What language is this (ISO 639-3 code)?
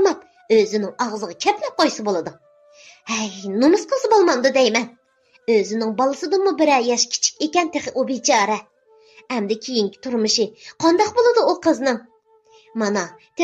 uig